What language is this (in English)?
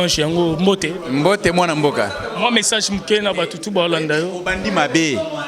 Lingala